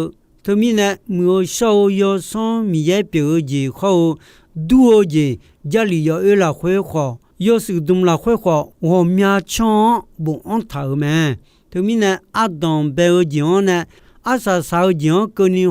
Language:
Akha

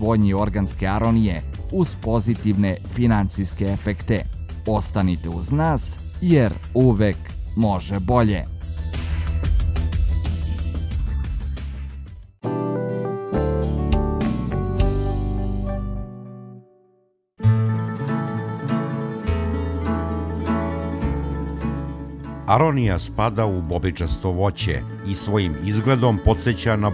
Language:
Serbian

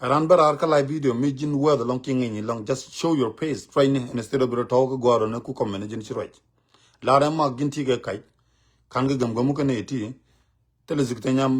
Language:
Nuer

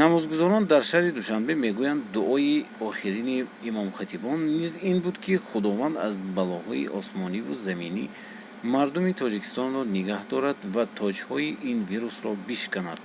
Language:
Tajik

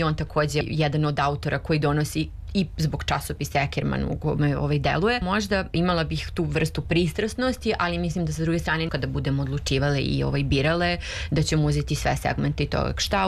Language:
Serbian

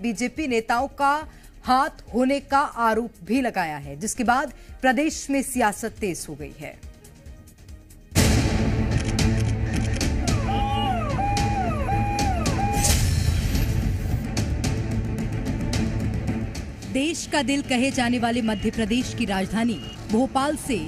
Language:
Hindi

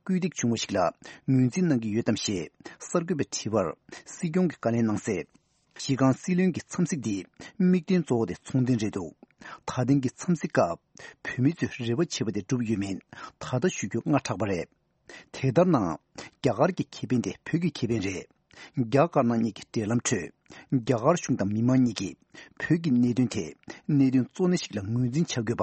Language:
Tibetan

